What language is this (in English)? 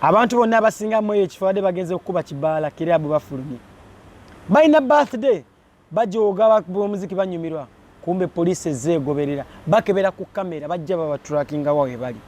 Ganda